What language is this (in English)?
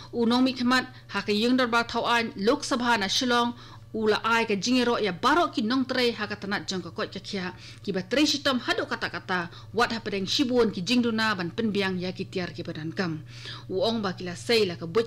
Khasi